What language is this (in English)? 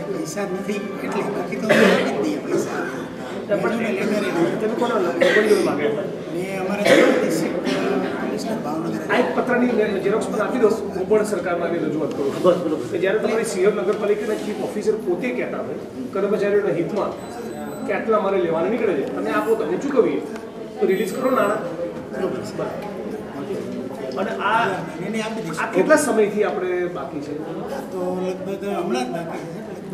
Gujarati